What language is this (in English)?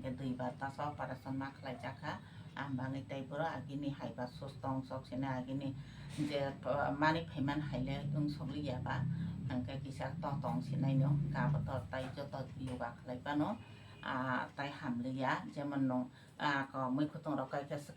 Kok Borok